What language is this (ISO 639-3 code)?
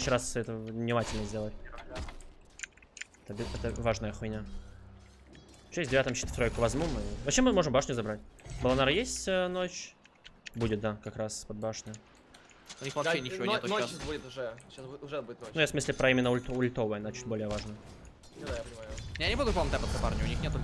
rus